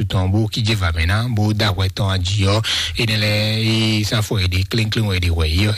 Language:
Fon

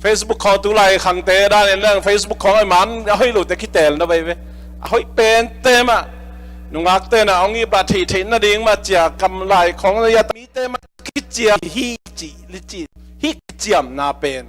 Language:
Tedim Chin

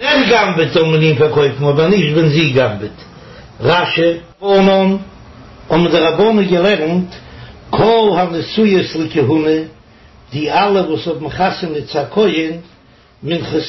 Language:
Yiddish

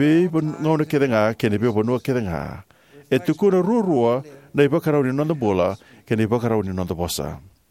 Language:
Fijian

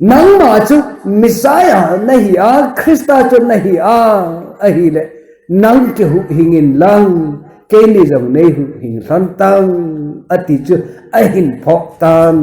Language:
Thado Chin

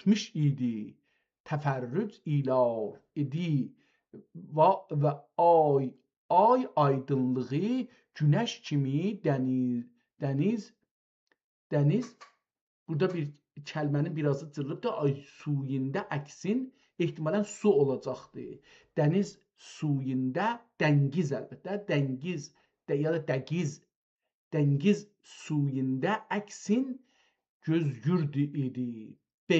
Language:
South Azerbaijani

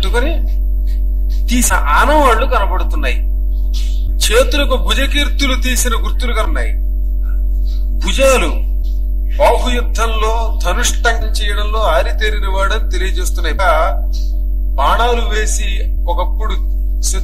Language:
Telugu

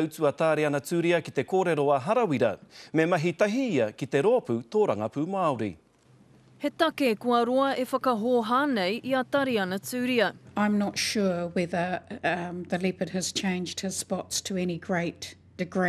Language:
Māori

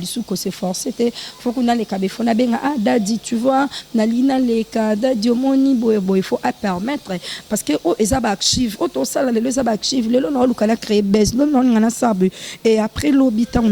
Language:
Lingala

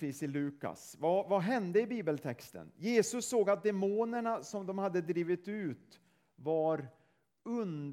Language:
Swedish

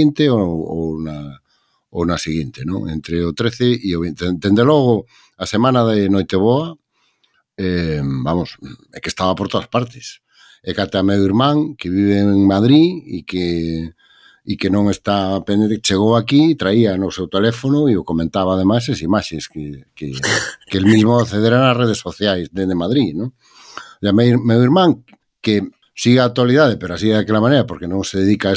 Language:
Galician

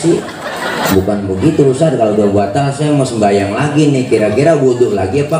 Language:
Betawi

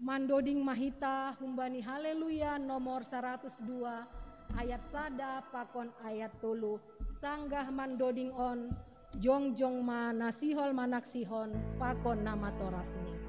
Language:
Batak Simalungun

